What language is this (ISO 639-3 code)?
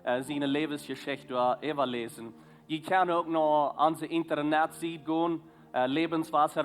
pdt